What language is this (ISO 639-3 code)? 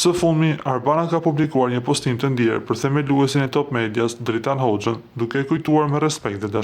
sqi